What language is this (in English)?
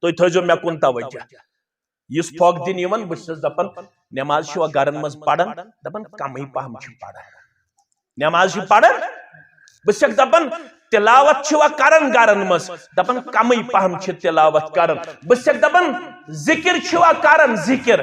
Kashmiri